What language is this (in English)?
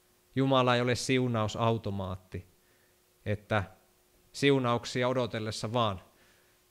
Finnish